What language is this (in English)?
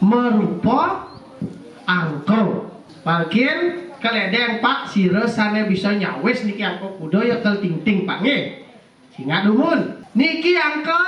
Balinese